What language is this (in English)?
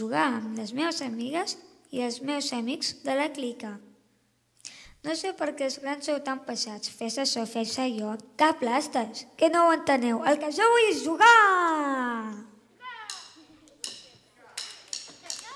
Catalan